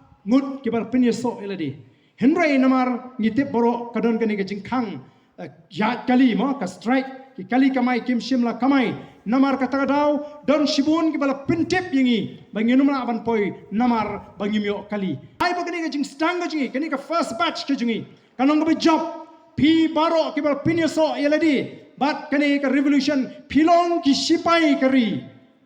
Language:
Khasi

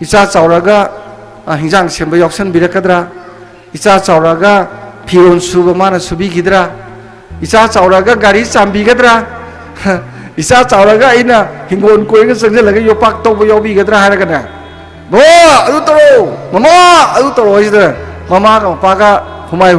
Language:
Manipuri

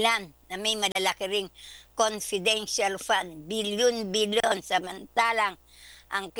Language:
Filipino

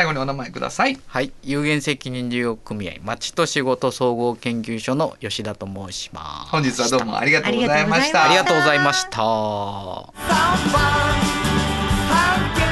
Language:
Japanese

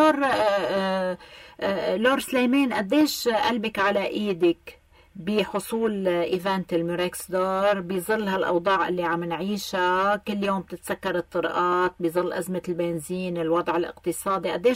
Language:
North Levantine Arabic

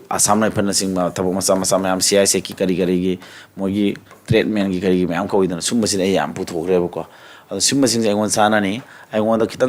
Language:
Manipuri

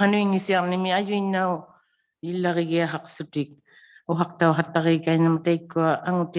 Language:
Inuktitut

